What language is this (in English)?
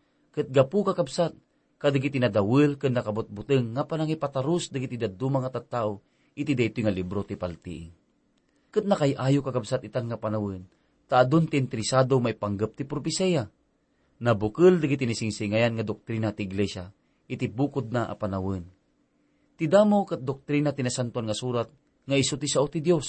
Iloko